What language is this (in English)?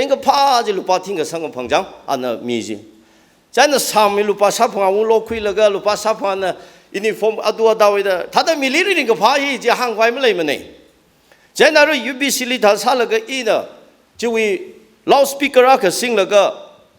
Tangkhul Naga (India)